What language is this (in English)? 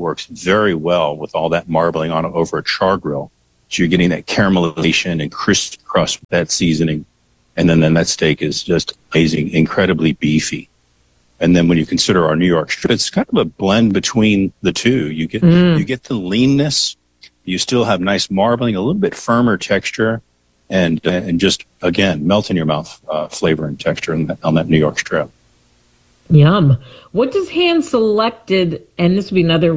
English